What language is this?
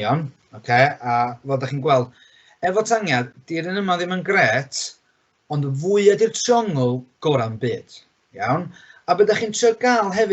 Welsh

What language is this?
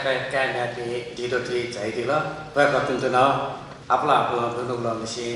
Newari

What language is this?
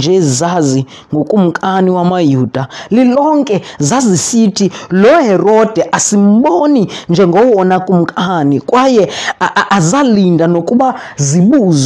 Xhosa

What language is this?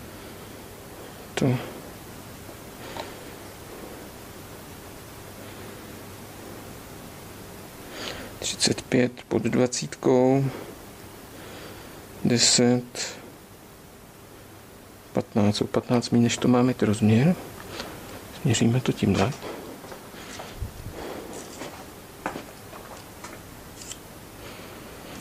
Czech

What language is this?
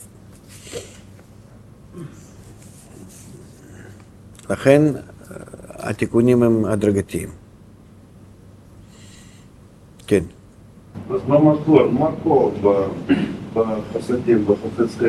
Hebrew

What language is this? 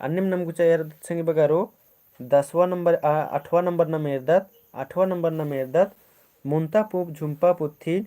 Kurukh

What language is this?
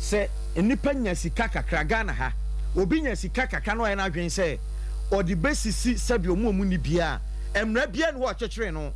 Akan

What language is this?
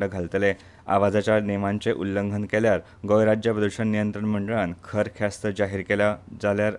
Konkani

